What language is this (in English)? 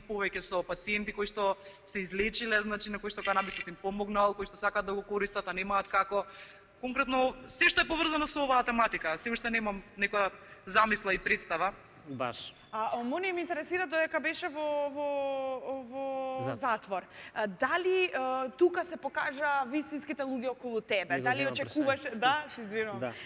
Macedonian